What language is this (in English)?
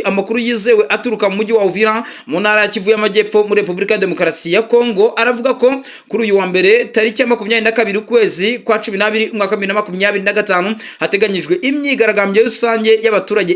Kinyarwanda